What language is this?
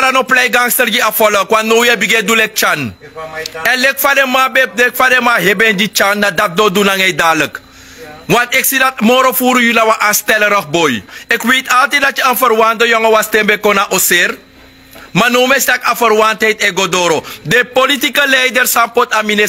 Sranan Tongo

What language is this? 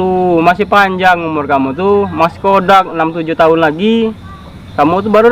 Musi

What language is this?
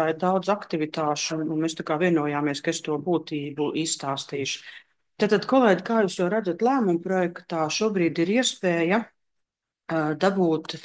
Latvian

